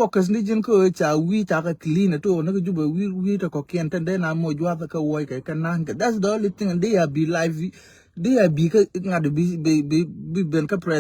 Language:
Nuer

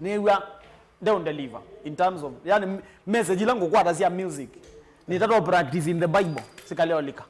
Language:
Kamba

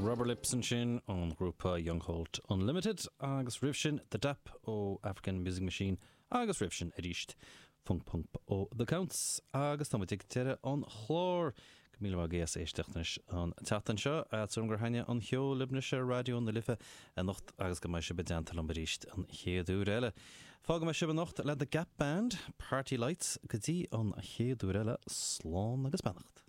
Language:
Irish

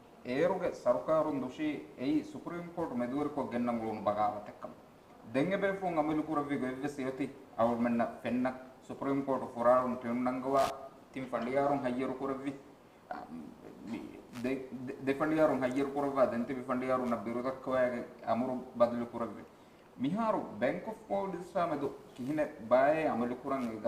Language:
Divehi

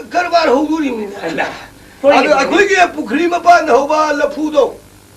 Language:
Manipuri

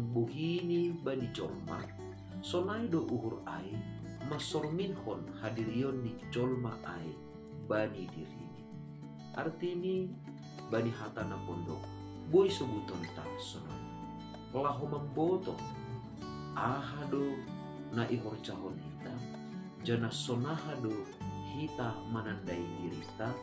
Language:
Batak Simalungun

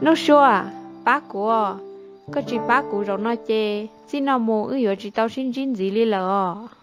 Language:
Hmong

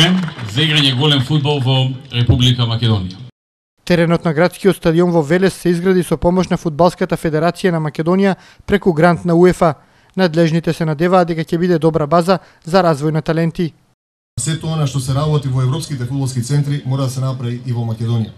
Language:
Macedonian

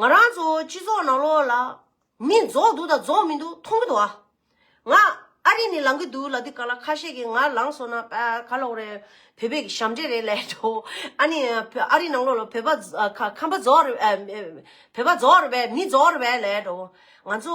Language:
Tibetan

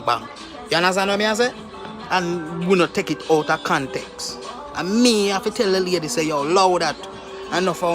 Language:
Jamaican Creole English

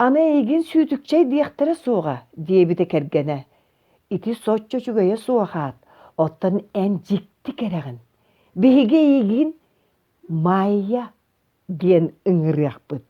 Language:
Yakut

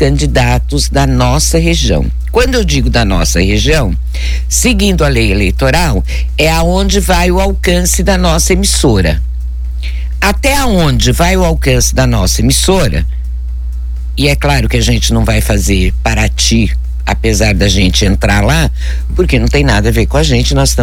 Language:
Portuguese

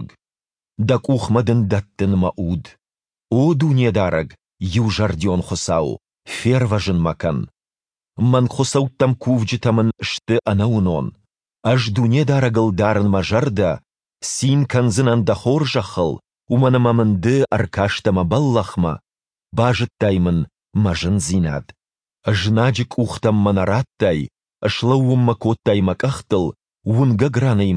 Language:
Ossetic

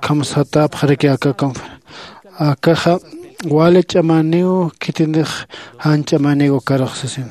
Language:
Aymara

